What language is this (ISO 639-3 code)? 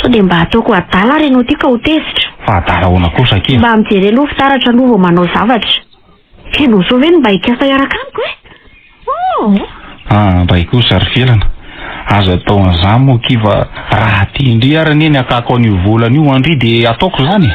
mlg